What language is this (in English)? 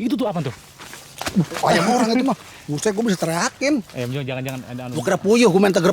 Betawi